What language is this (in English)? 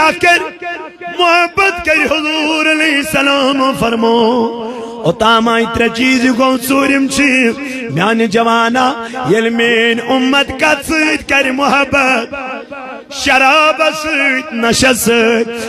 Kashmiri